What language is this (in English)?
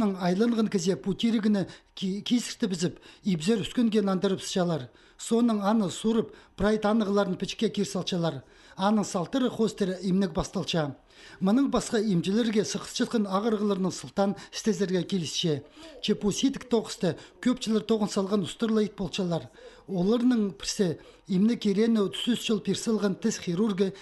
Khakas